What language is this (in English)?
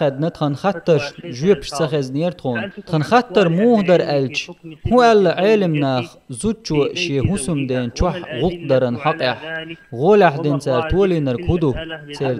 Chechen